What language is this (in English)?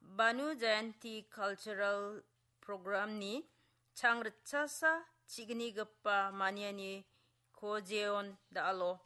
Garo